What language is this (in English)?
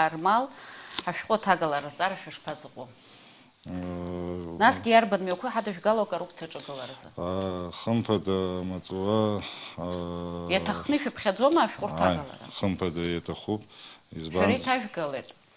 Abkhazian